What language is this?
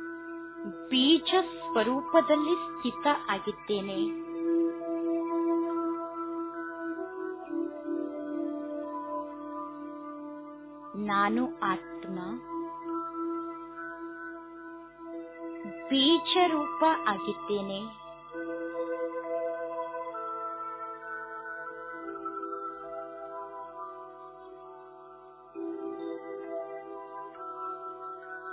Kannada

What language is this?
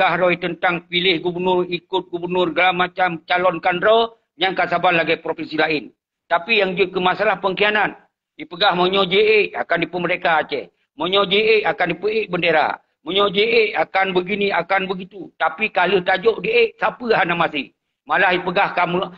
Achinese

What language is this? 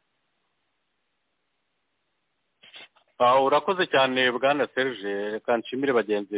Kinyarwanda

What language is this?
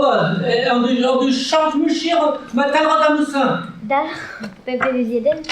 Breton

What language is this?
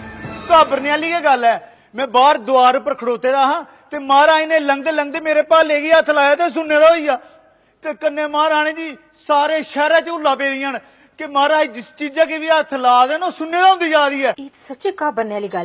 Dogri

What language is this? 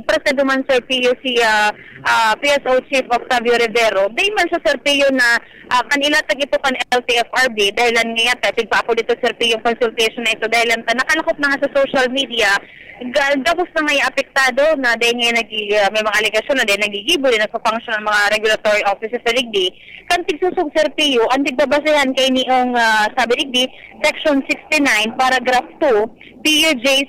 Bikol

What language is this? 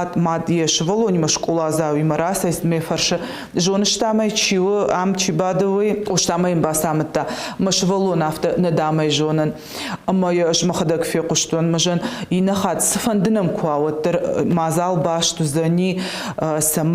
Ossetic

